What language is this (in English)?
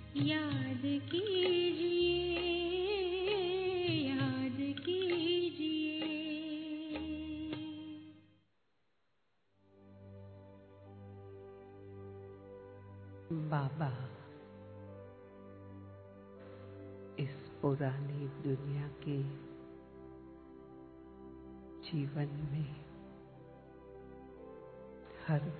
Hindi